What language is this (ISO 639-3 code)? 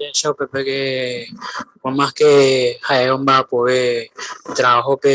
grn